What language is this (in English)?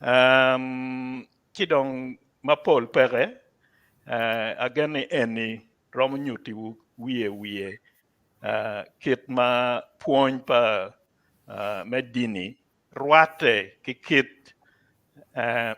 Acoli